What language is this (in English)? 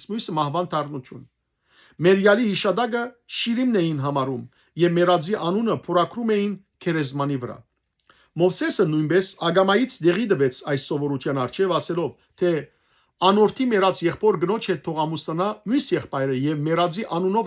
Western Armenian